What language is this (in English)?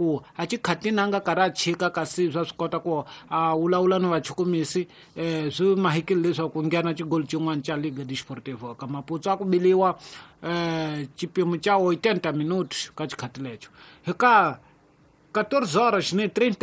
Tsonga